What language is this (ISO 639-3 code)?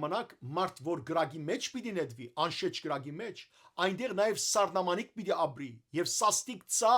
hyw